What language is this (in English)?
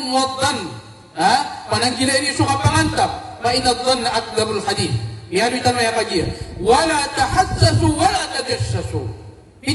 Maranao